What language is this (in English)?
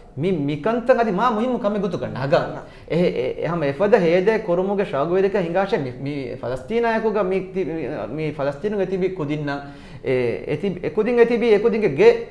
Divehi